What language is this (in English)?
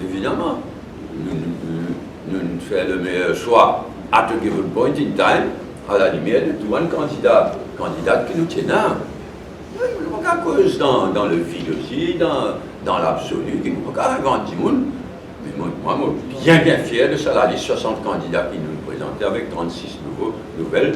Morisyen